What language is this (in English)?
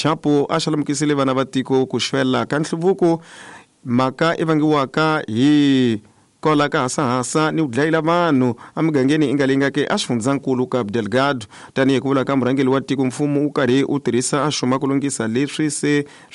Tsonga